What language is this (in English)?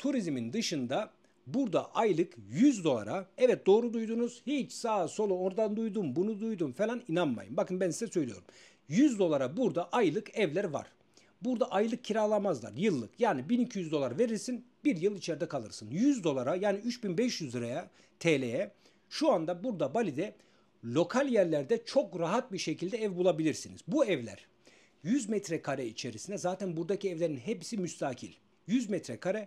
Turkish